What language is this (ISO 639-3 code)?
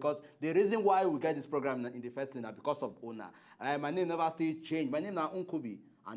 pcm